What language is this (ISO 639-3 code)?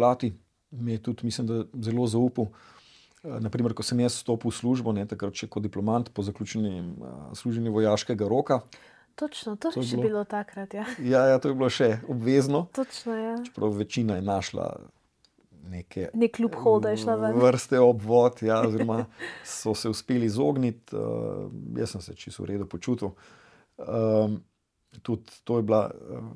slv